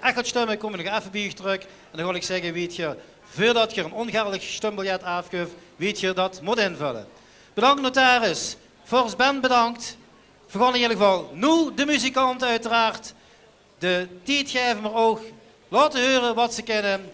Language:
Limburgish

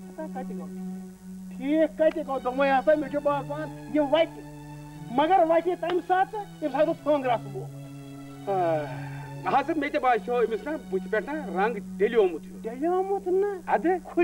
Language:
Kashmiri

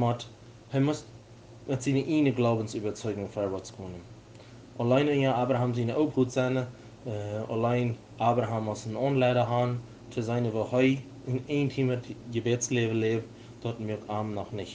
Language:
Plautdietsch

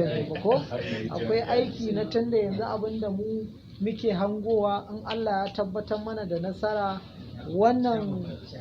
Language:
Hausa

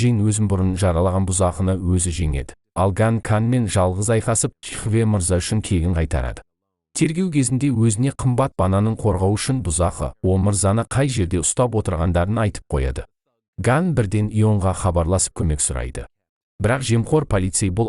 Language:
Kazakh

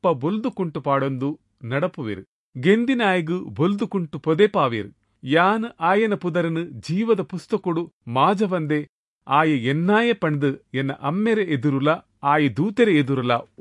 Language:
Tulu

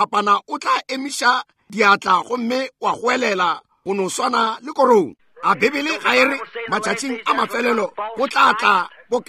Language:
Northern Sotho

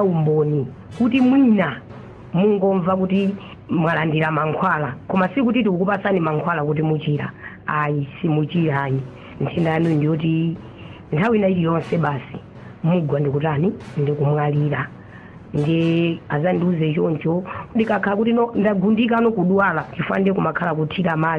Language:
Nyanja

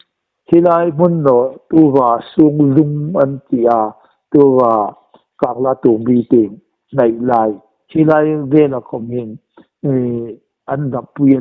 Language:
Hmar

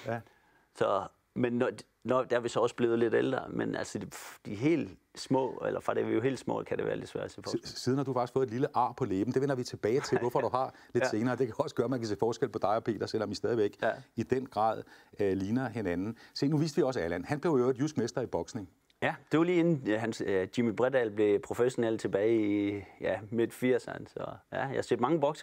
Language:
Danish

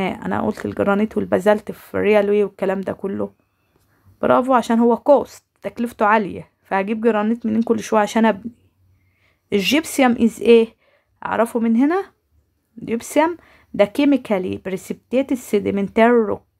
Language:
Egyptian Arabic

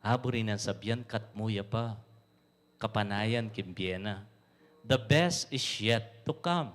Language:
Pampanga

